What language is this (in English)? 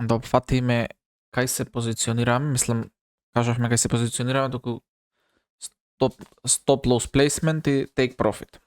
Macedonian